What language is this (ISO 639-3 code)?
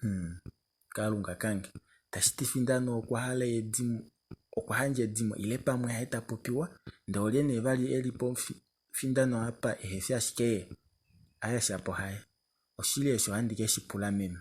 kua